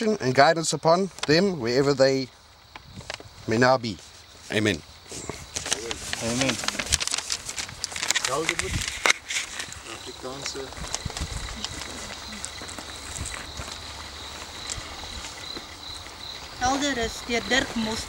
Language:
Afrikaans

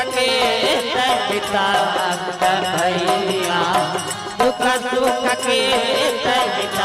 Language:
Chhattisgarhi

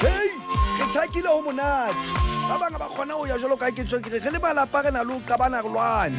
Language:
Southern Sotho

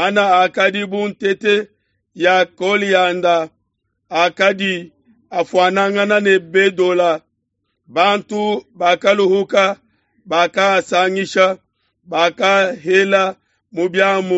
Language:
Luba-Lulua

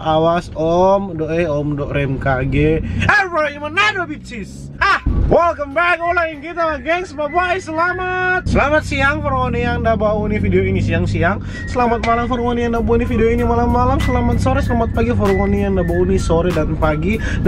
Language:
Manado Malay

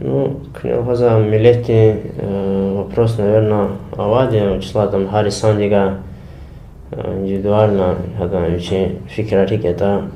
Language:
Lezghian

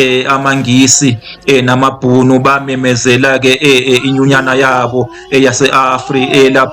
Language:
Zulu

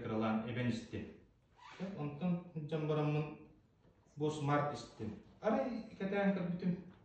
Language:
Yakut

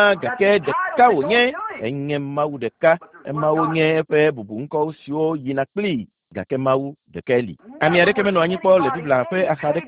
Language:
Ewe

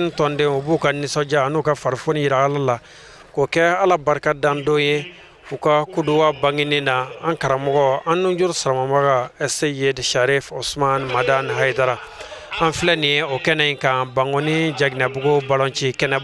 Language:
Bambara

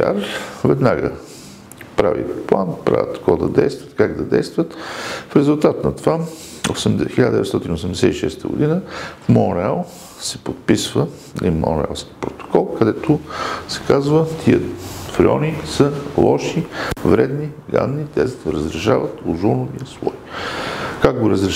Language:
Bulgarian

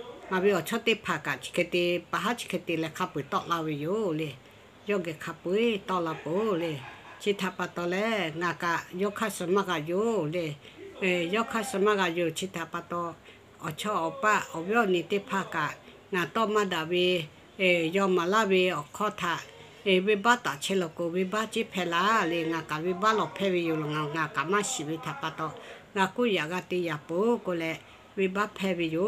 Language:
Lahu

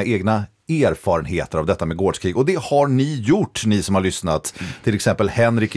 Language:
Swedish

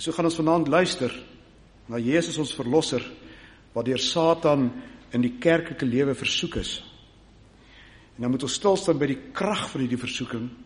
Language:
Afrikaans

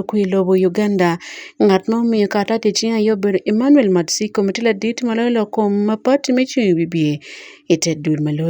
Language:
Acoli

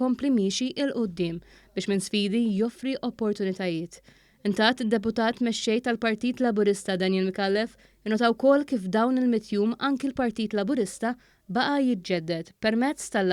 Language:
Maltese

